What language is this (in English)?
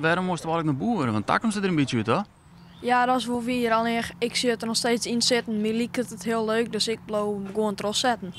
Western Frisian